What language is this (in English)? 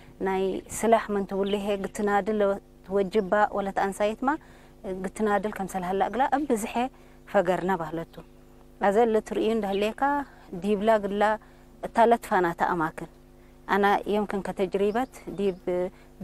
Tigre